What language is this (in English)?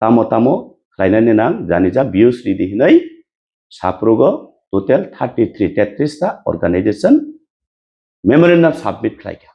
Kok Borok